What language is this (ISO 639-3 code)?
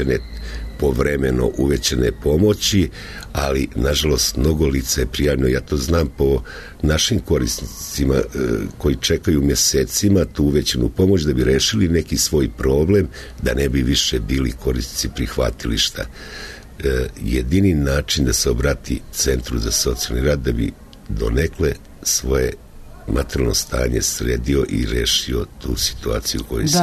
srp